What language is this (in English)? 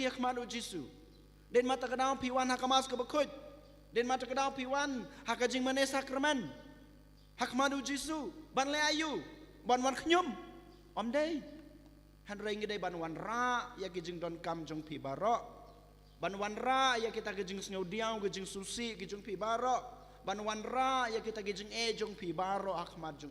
Khasi